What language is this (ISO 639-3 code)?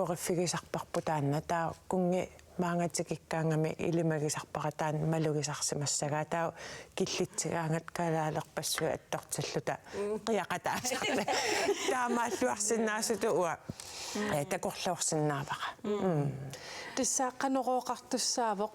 kal